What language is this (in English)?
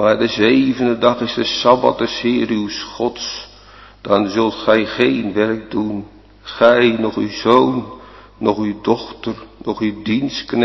Dutch